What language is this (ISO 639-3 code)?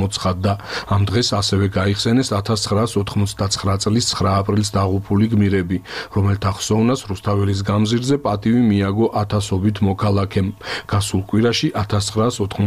kat